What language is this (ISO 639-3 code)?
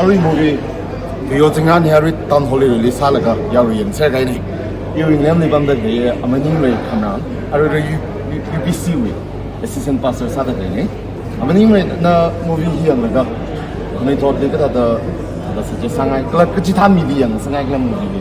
nmf